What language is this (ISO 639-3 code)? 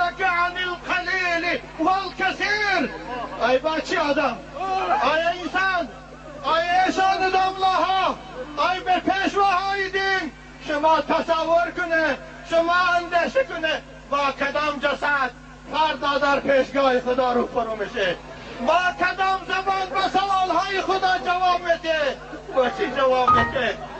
tgk